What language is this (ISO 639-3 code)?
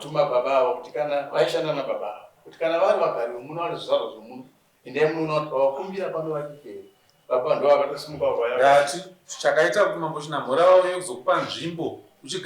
sna